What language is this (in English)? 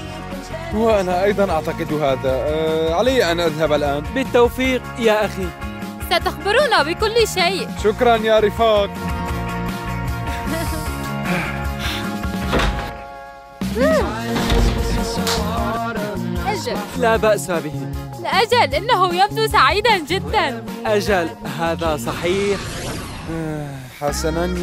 Arabic